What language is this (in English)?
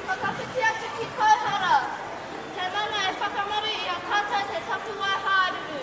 Māori